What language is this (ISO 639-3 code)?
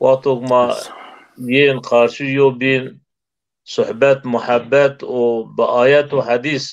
zza